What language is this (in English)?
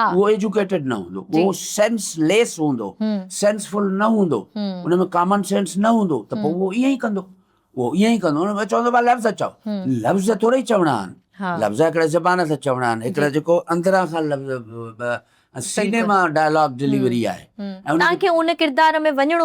Sindhi